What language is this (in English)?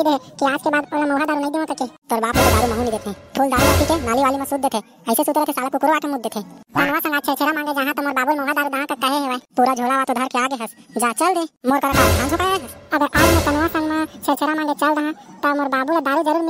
Chhattisgarhi